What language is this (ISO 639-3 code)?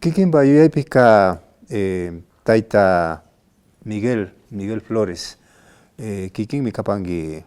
qvi